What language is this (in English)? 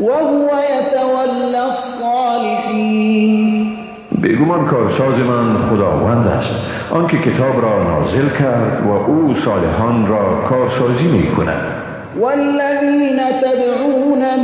Persian